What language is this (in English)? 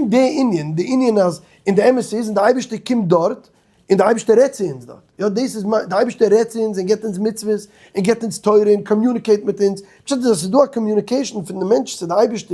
Yiddish